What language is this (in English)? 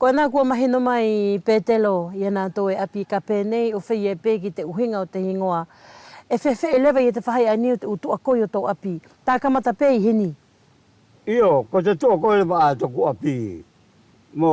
Wallisian